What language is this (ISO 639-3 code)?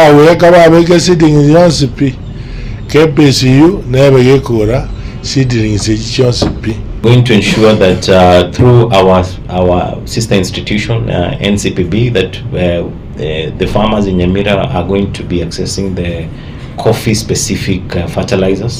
guz